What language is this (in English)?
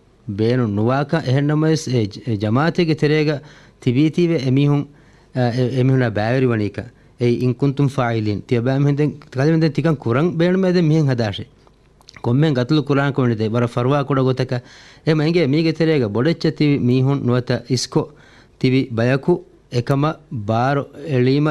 Divehi